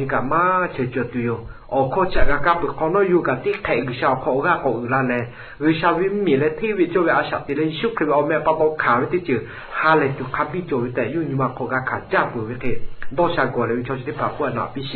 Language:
Lahu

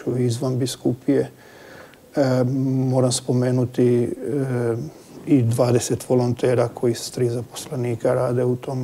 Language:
Croatian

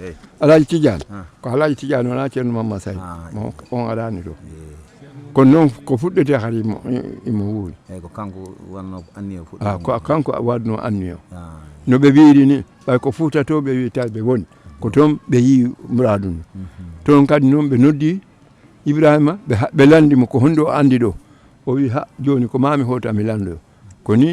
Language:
Fula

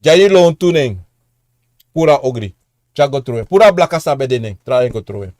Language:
Sranan Tongo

